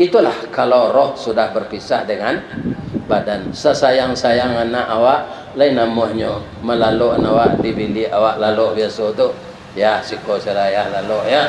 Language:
Minangkabau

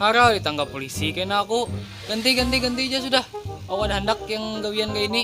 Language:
Banjar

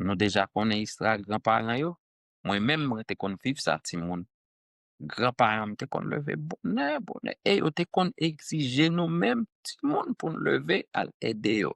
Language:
Haitian Creole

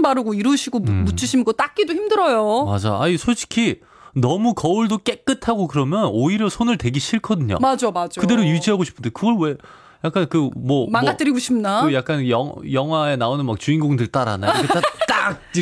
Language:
Korean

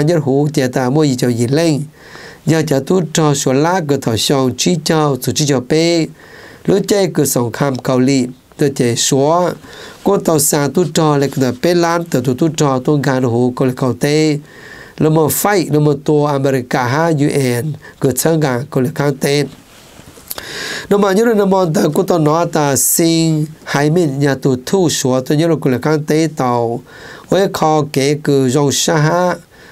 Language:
Vietnamese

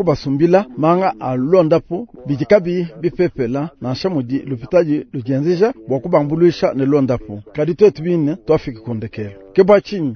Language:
Luba-Lulua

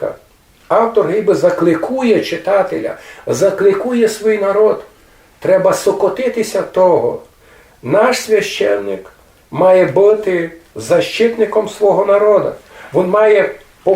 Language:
Rusyn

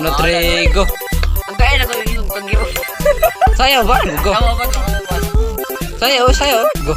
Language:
Cebuano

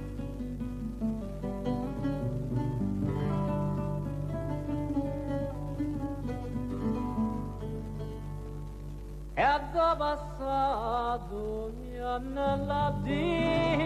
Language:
Italian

